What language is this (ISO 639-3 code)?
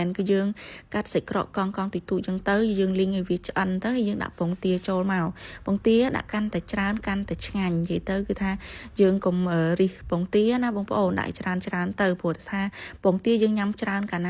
khm